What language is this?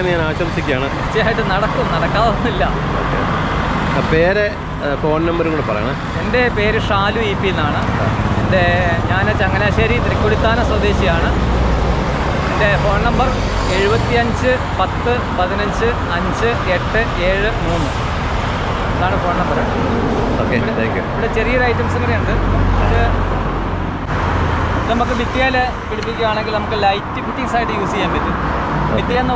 Malayalam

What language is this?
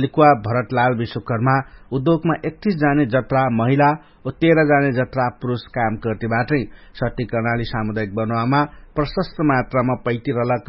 Dangaura Tharu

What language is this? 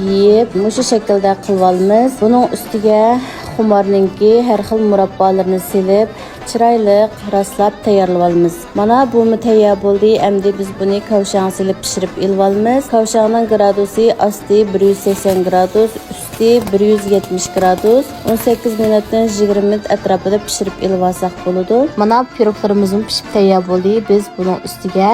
Uyghur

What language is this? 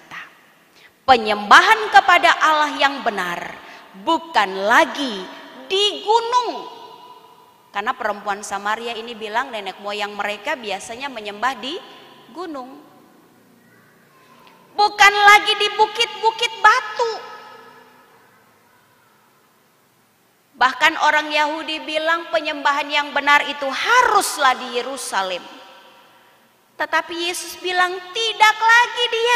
Indonesian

